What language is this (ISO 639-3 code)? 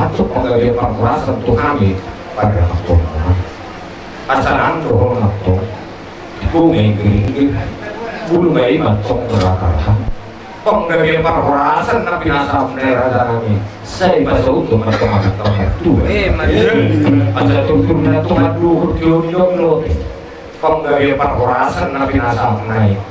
bbc